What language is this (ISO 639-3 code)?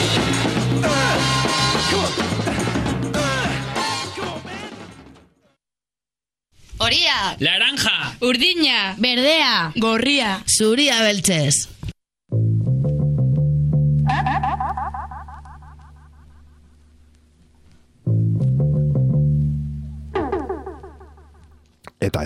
eus